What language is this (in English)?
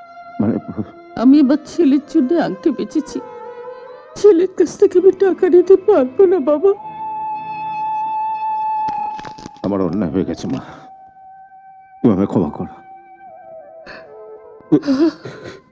Bangla